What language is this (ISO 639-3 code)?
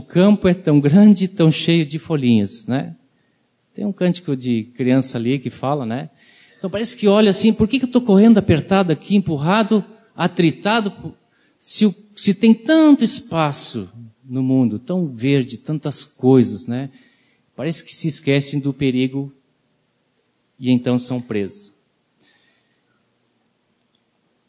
por